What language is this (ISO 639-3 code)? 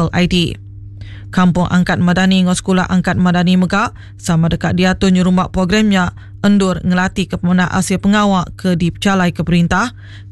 iba